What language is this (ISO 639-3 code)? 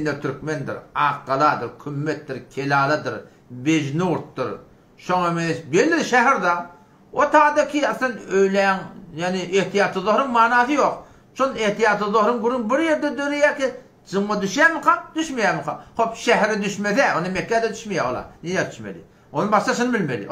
tuk